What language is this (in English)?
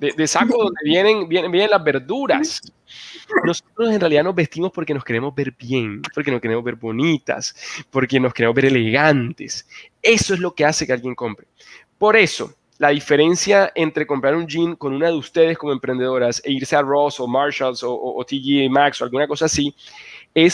Spanish